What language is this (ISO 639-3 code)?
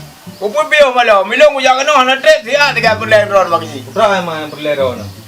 ace